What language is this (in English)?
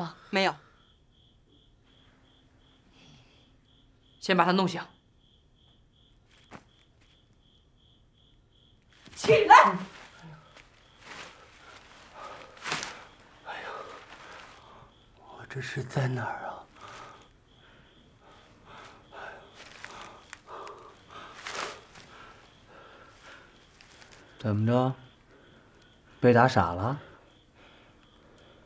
Chinese